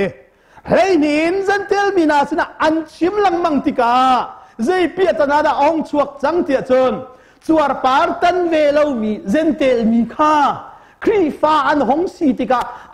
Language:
Hakha Chin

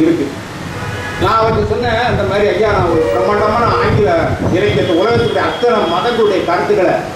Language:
Tamil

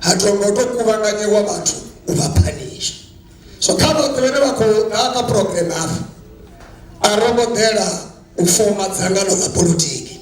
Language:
Venda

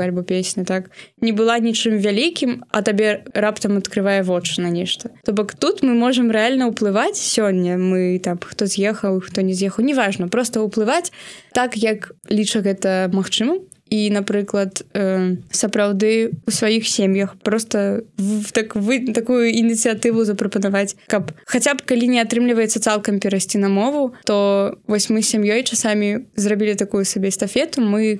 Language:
Belarusian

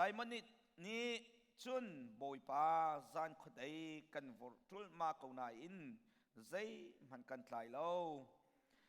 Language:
Hakha Chin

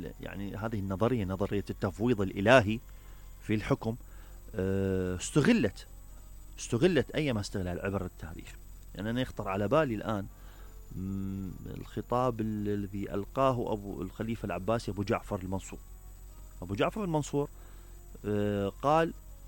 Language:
Mesopotamian Arabic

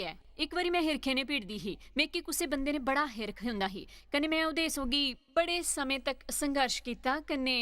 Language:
Dogri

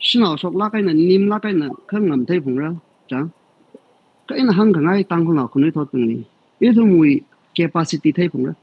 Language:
Tangkhul Naga (India)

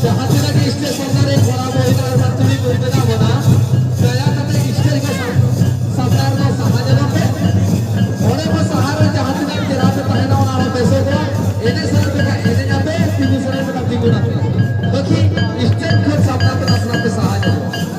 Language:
Santali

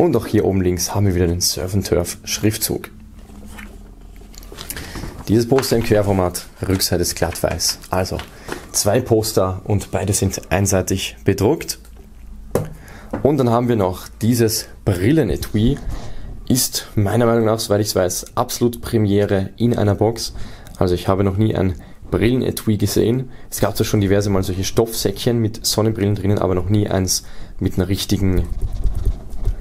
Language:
German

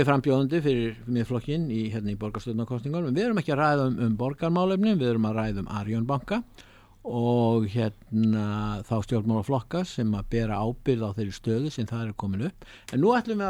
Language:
Icelandic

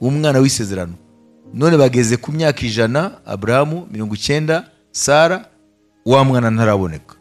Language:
Kinyarwanda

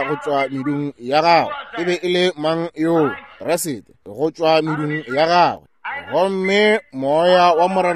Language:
Northern Sotho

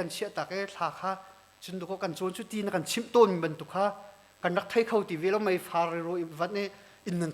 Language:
Hakha Chin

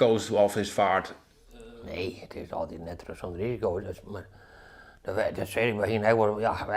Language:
Western Frisian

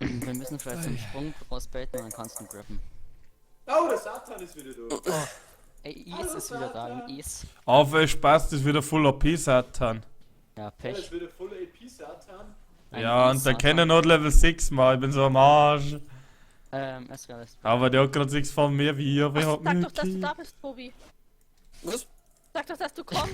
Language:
Bavarian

